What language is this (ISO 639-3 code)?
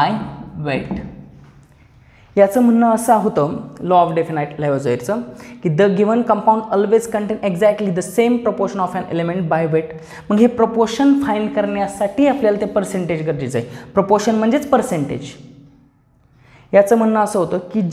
mar